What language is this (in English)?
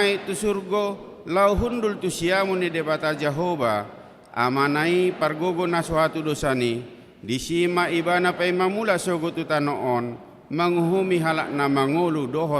Batak Toba